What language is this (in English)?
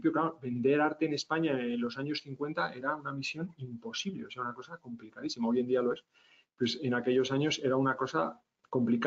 Spanish